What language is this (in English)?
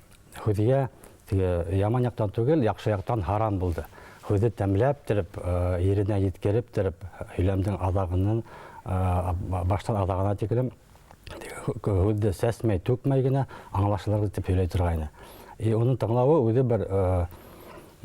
Bashkir